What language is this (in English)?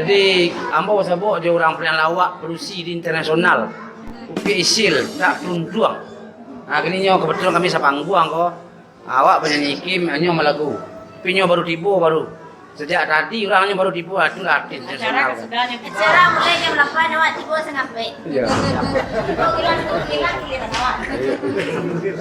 Minangkabau